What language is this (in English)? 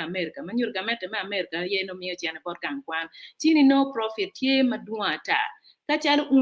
Acoli